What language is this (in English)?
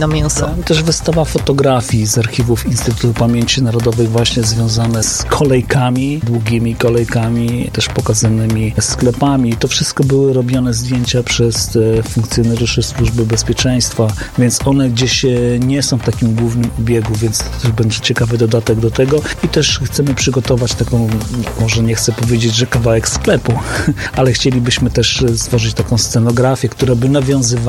Polish